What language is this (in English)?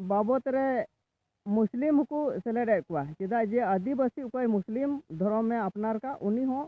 Santali